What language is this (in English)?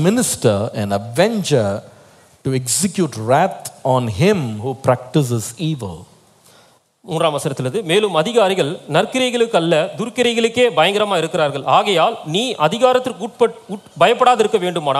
Tamil